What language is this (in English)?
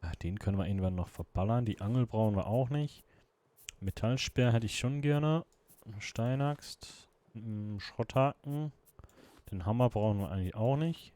Swiss German